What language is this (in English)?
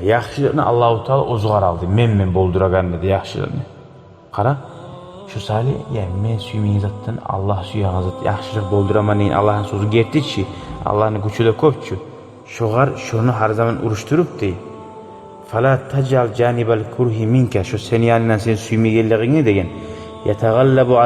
Kumyk